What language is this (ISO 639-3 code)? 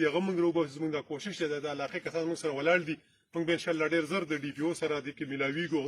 pus